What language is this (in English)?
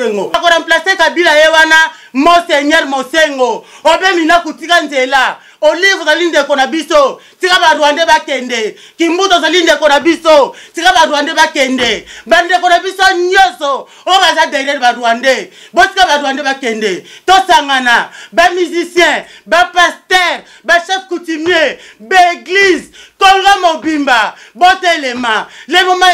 Lingala